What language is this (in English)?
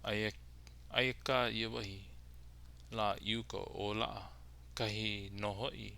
Hawaiian